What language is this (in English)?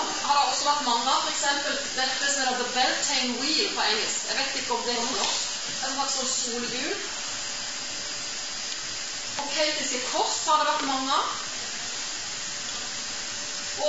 Norwegian